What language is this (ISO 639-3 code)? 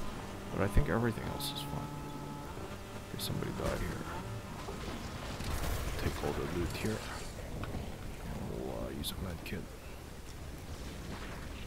eng